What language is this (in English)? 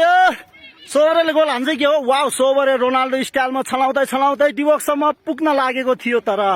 Nepali